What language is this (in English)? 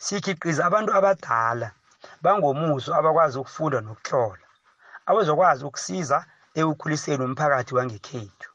South Ndebele